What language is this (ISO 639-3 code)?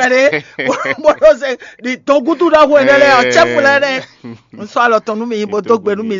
fon